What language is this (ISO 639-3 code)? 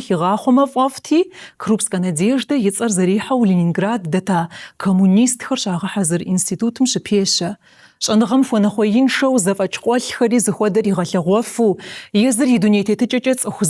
kbd